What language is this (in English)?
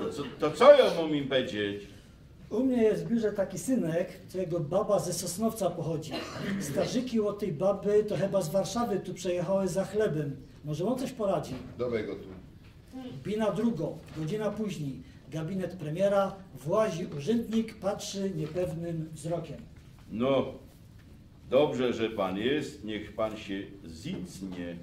Silesian